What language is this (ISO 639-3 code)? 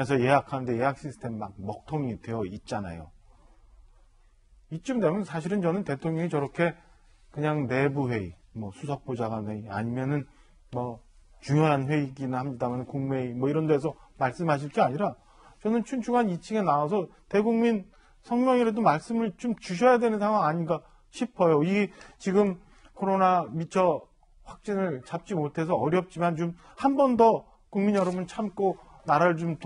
kor